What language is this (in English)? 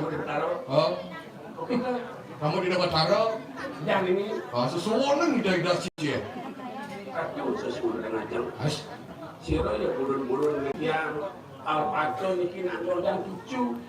Balinese